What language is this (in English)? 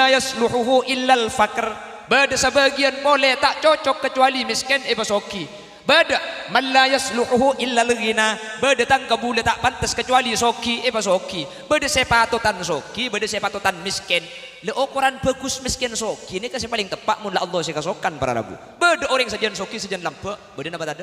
Madurese